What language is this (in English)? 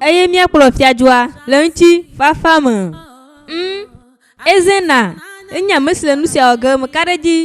Ewe